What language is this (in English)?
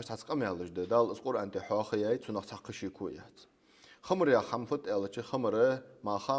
Ingush